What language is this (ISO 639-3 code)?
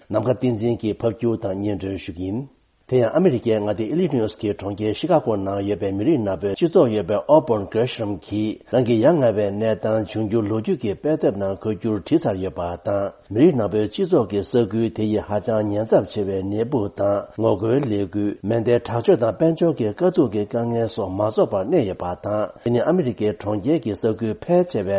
bod